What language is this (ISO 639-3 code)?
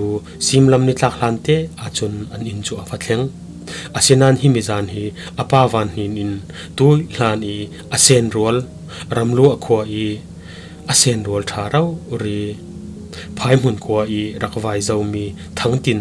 cfm